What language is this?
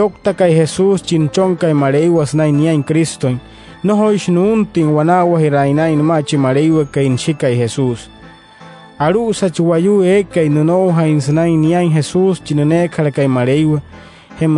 Wayuu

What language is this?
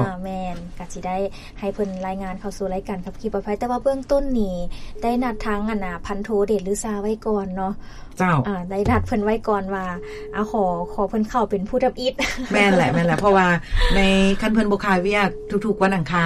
Lao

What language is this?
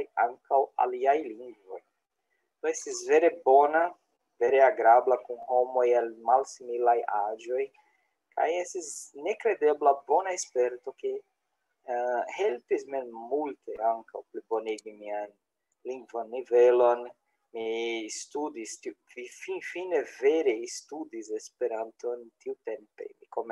Esperanto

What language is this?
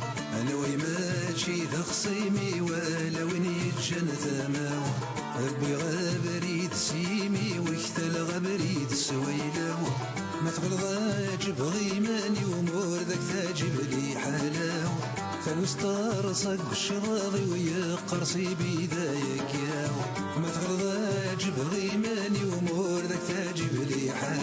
Kabyle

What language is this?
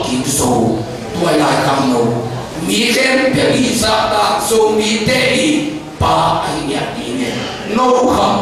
Tedim Chin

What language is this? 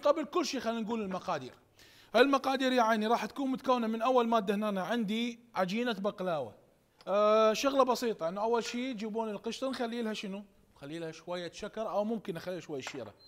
Mesopotamian Arabic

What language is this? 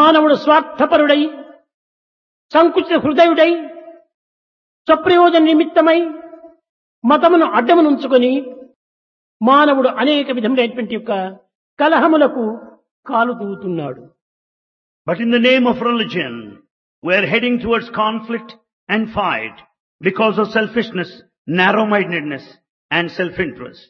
Telugu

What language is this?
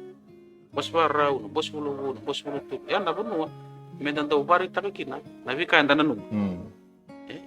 Fijian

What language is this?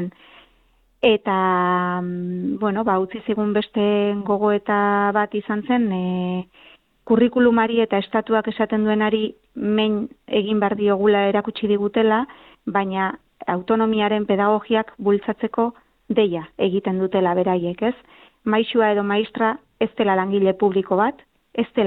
Basque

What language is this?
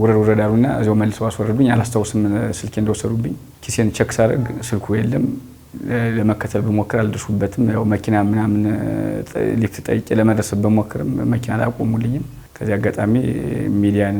Amharic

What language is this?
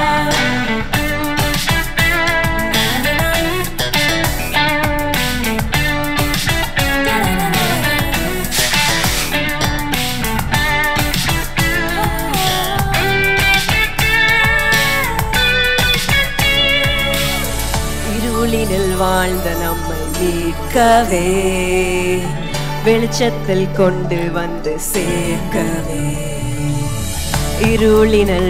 Tamil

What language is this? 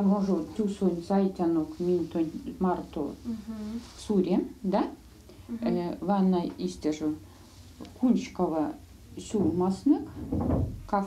Erzya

